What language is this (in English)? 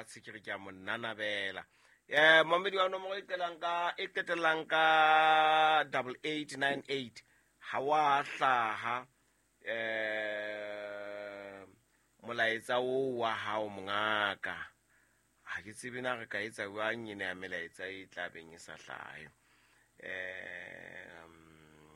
Southern Sotho